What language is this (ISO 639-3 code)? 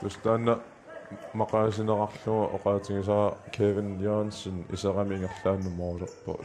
kal